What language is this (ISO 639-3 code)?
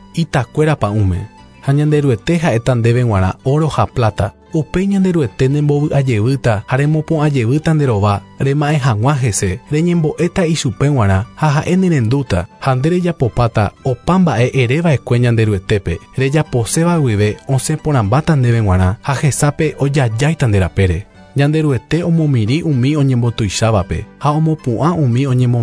grn